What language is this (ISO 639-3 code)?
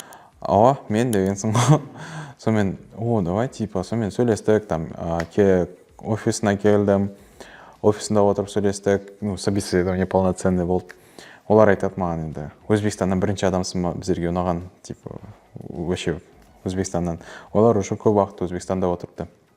kaa